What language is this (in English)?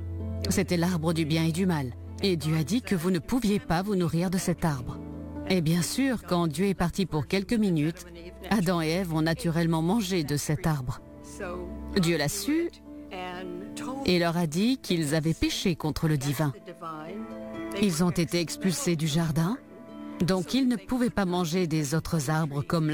French